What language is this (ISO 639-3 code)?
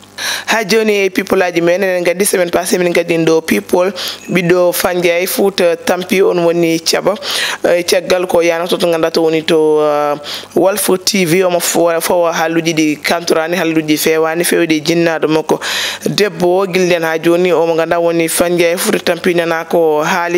ful